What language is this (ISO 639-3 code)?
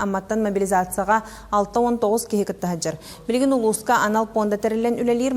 sah